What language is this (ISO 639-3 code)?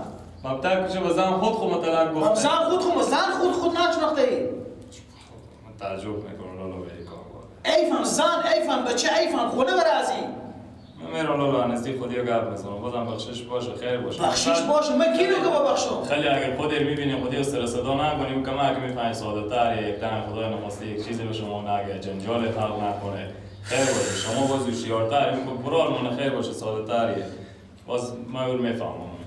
fas